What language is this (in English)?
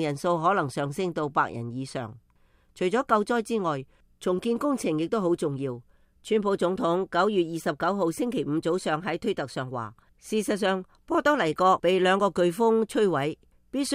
Cantonese